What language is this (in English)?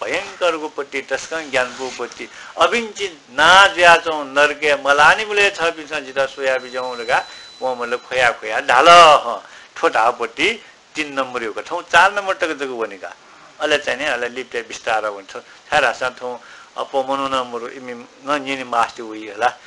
Newari